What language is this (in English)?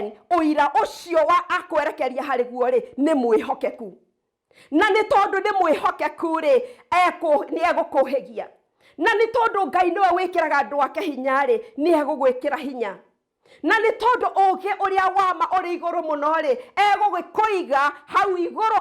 Kikuyu